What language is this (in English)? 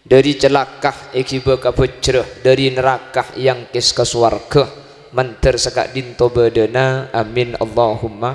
Madurese